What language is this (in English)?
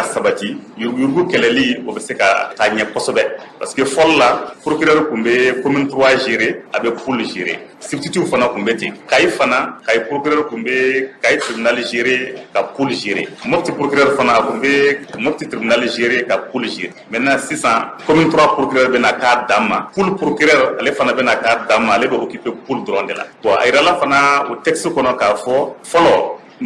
Bambara